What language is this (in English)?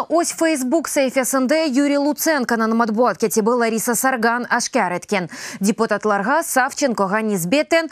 Crimean Tatar